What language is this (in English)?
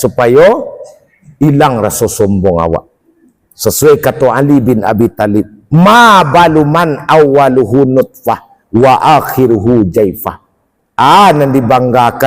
Minangkabau